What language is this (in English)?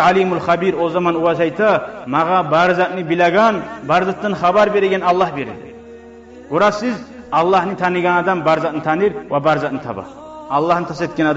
Kumyk